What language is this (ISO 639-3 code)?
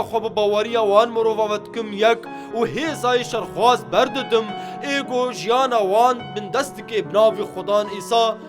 kur